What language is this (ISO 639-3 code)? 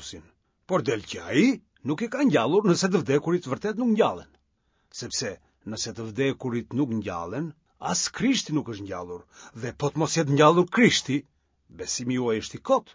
sqi